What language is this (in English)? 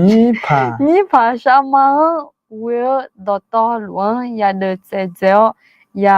Akha